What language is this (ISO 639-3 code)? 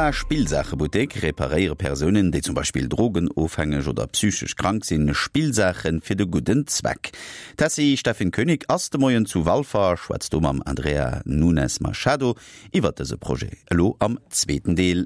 ltz